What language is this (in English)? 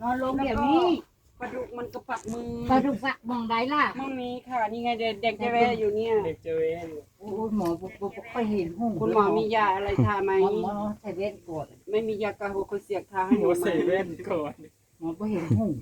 Northeastern Thai